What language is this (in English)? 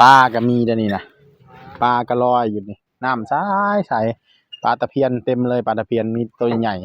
Northeastern Thai